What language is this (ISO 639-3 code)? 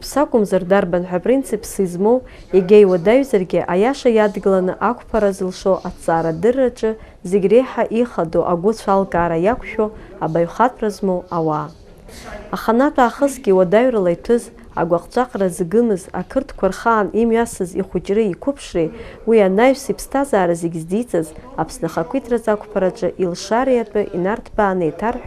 abk